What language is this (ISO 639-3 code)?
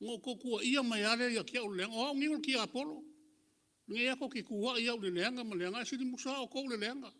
smo